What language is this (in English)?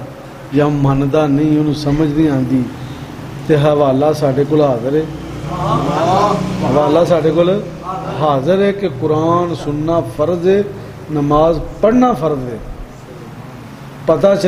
Western Panjabi